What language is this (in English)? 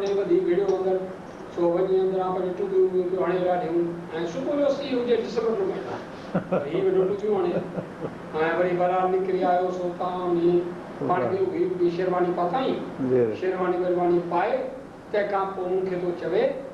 Sindhi